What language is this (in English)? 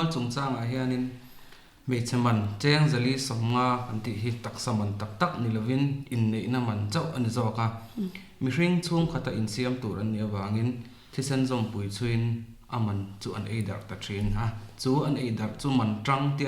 Mizo